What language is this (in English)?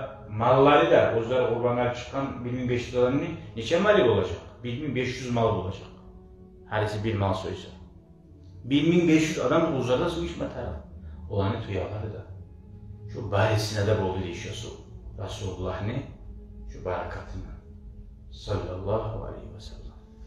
Kumyk